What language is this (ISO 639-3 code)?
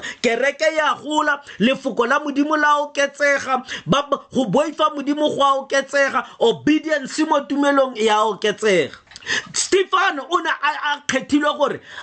tsn